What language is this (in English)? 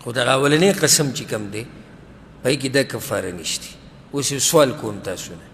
Pashto